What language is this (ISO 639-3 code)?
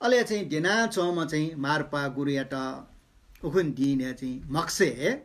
new